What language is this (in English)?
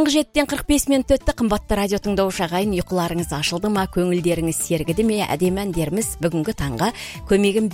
Kazakh